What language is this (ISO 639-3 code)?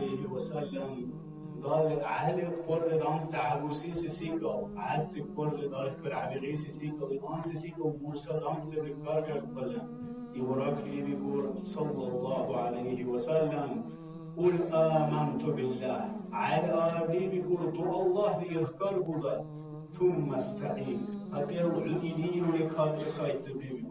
dar